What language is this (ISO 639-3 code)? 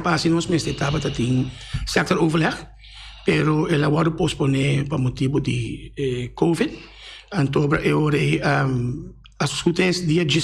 pap